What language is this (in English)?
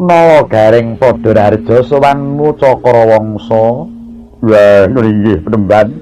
Javanese